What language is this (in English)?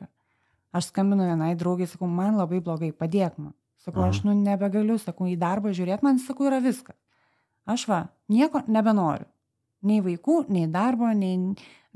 Lithuanian